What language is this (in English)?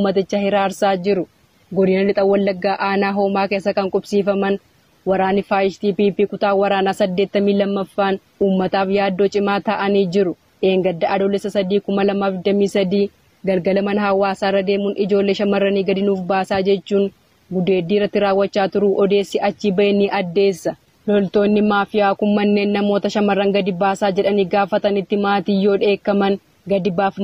Oromo